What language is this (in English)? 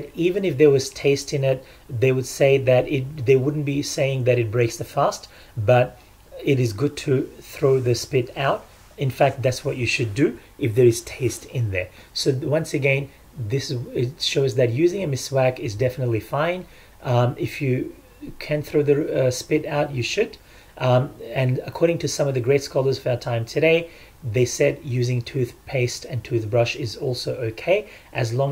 English